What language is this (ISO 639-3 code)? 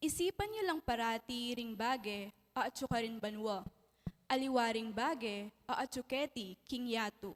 pam